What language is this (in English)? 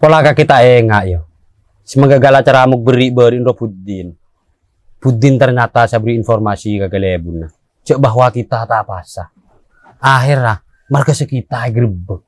Madurese